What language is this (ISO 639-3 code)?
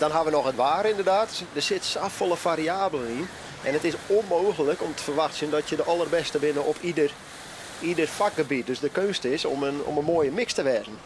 fry